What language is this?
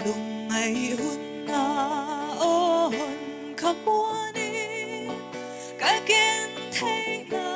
Paite Chin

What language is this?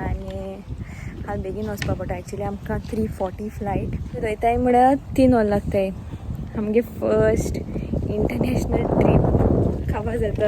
Konkani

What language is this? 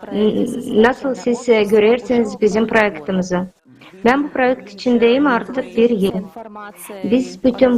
Gagauz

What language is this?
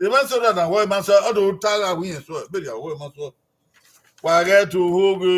Bini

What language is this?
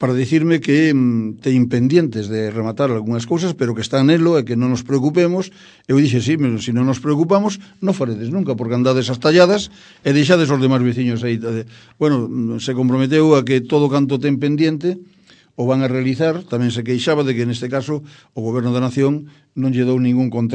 Galician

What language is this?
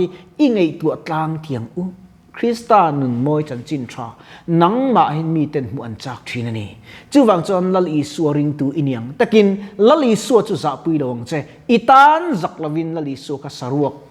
Mizo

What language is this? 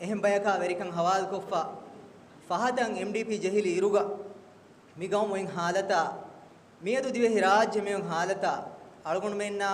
Divehi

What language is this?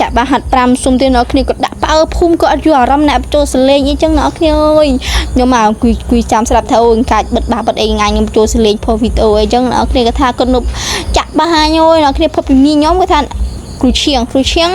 Khmer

